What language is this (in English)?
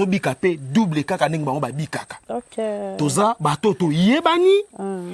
Lingala